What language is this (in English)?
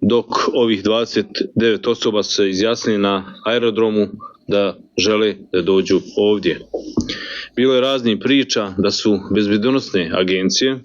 Bosnian